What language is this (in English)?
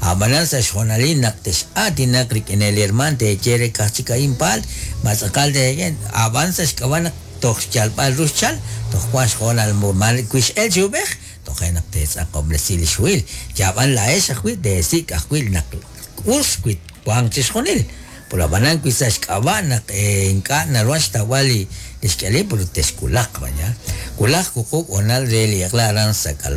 Kekchí